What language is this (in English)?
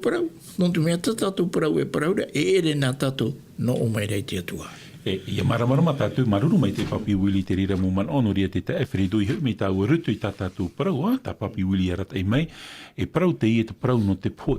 Tahitian